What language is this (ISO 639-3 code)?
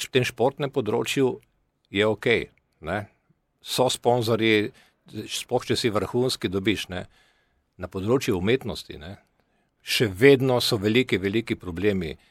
slv